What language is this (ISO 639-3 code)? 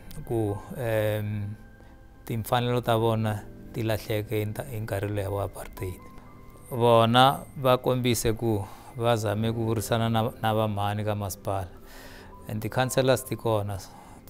tso